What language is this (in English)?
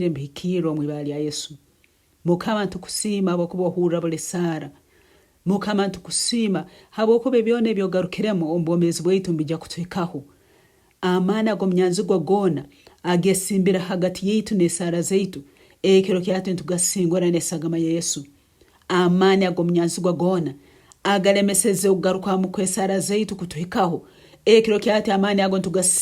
Nyankole